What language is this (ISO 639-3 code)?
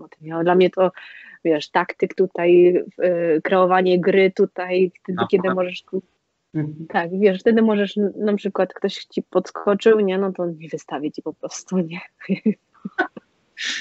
pol